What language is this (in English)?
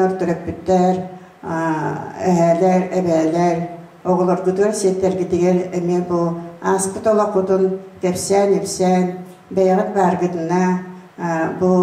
Yakut